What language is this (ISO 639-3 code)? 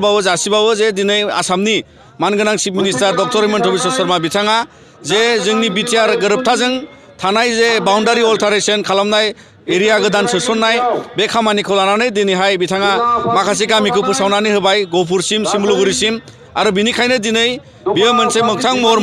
brx